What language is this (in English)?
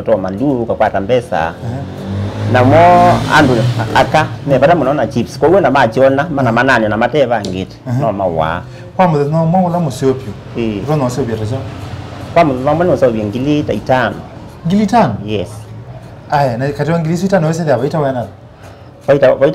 Kamba